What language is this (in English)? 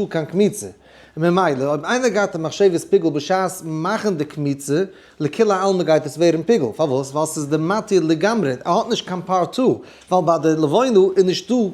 Yiddish